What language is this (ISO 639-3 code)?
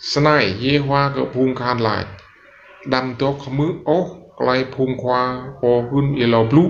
rad